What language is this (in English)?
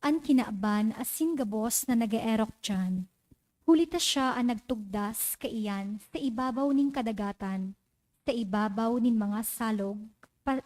Bikol